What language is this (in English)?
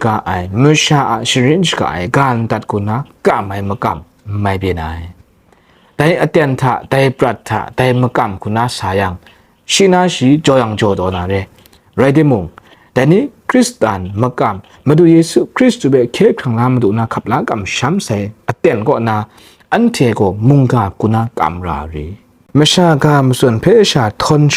Kachin